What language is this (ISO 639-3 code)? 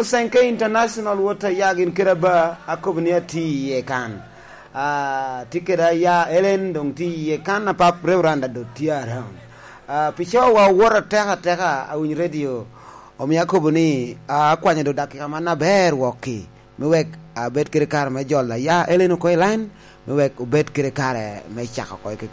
laj